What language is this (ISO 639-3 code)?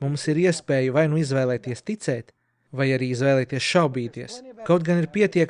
lav